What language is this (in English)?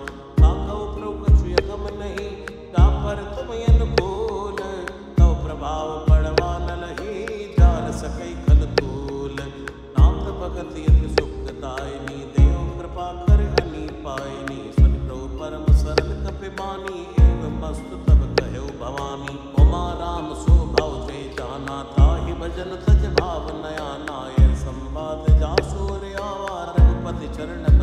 Awadhi